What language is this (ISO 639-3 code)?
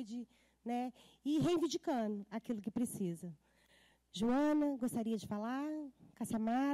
por